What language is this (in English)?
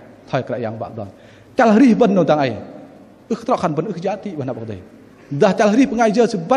Bahnar